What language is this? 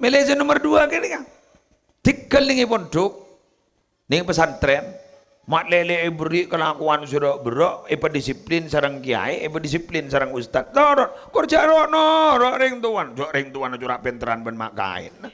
Madurese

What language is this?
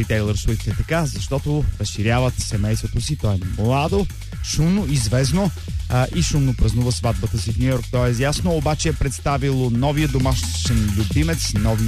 Bulgarian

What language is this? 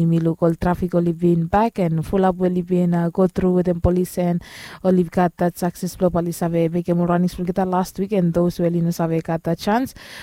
Bislama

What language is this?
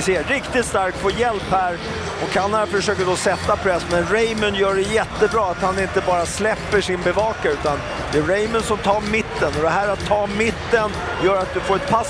Swedish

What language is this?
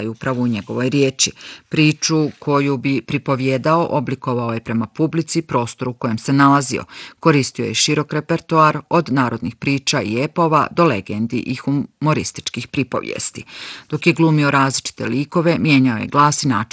Bosnian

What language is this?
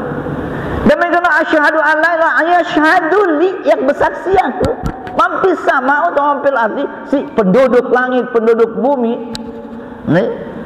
Sasak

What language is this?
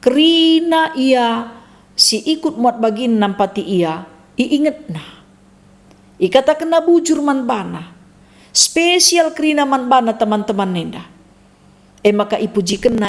Batak Karo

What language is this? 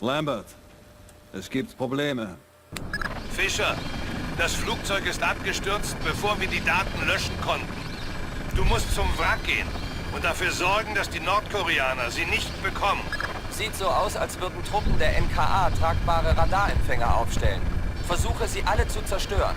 Bavarian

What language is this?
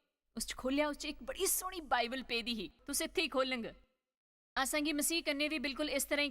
Dogri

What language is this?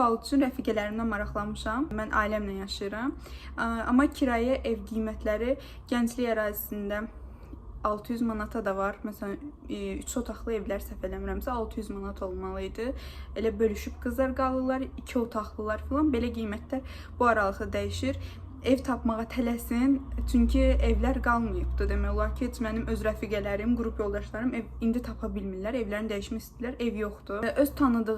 Azerbaijani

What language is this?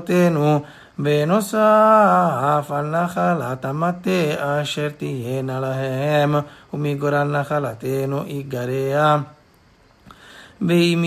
Hebrew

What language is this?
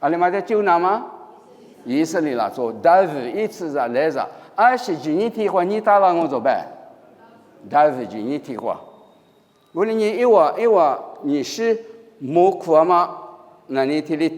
Lisu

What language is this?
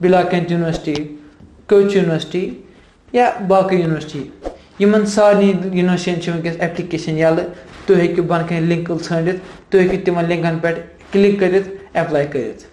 Kashmiri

